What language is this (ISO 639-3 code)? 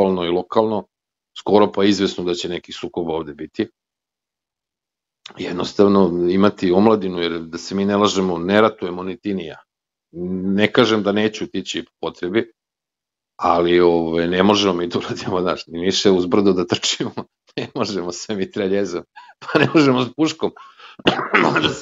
srp